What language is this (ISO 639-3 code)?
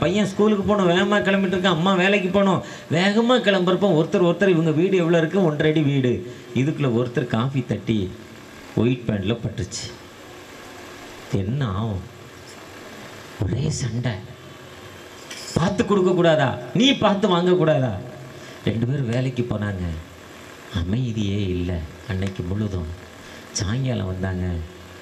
tam